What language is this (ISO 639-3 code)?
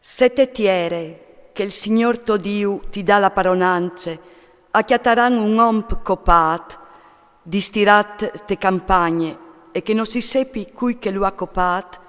fur